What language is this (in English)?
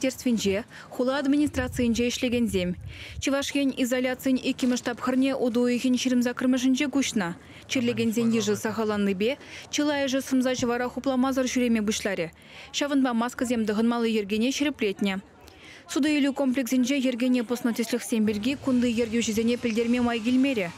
Chuvash